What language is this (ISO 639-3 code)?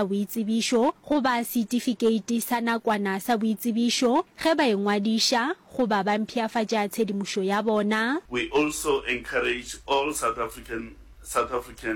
nso